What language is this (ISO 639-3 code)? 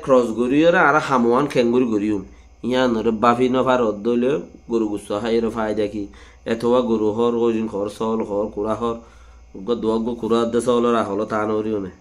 rhg